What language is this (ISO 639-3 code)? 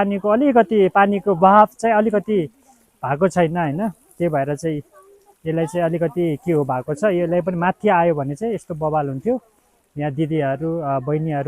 nep